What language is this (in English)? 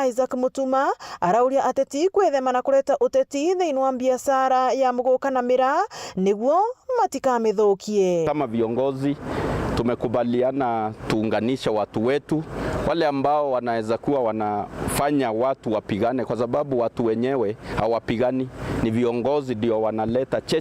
Meru